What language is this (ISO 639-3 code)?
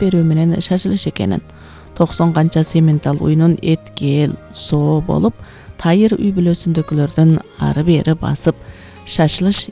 kir